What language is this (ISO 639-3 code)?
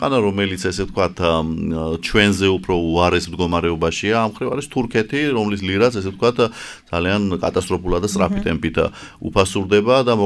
kat